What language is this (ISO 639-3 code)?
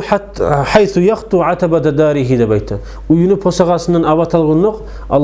kum